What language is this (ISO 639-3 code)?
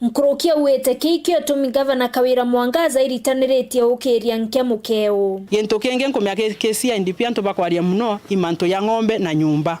mer